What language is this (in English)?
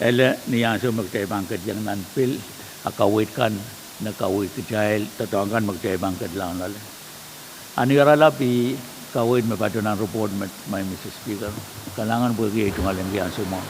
Pohnpeian